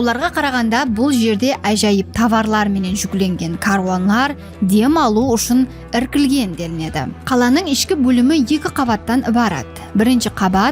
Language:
Kara-Kalpak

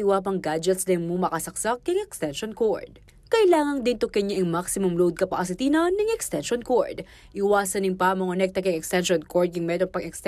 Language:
Pampanga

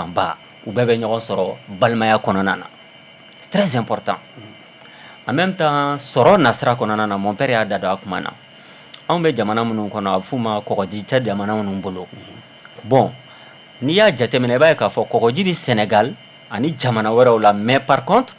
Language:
Bambara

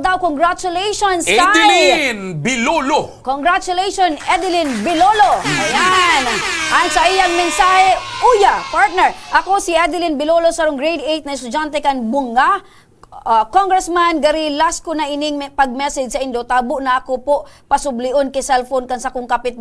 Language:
Bikol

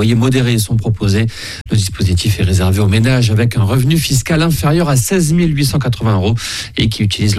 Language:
French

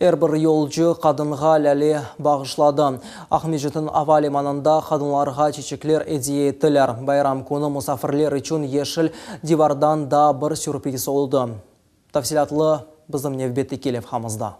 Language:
Crimean Tatar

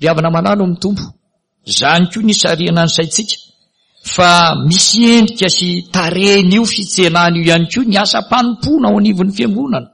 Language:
Malagasy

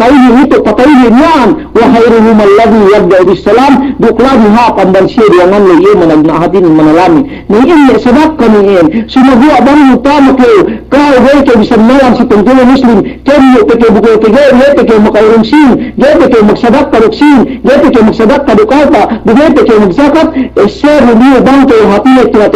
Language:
Yakan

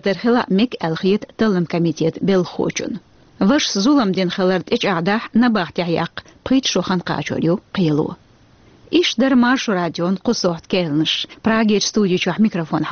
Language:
Chechen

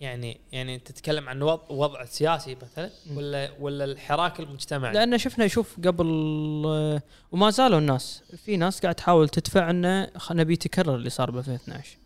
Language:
Gulf Arabic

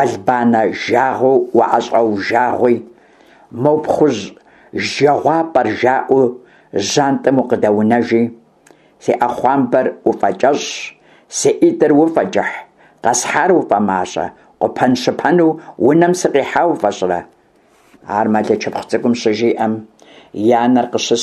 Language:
Kabardian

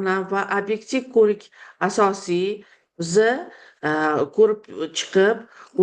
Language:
Uzbek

